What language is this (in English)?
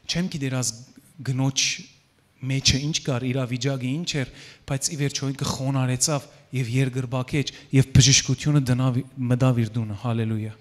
Western Armenian